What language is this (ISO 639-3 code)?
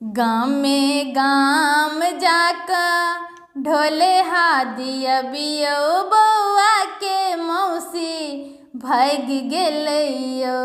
mai